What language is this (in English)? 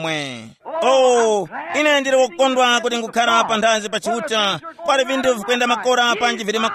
Tumbuka